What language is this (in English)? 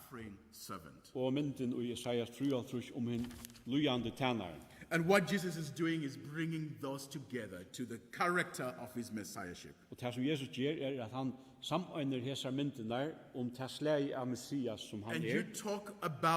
Faroese